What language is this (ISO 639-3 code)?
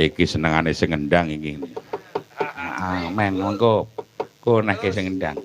jav